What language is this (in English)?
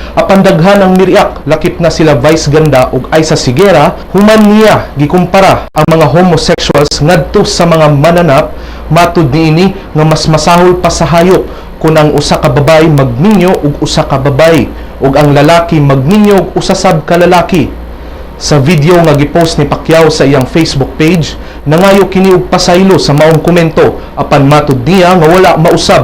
Cebuano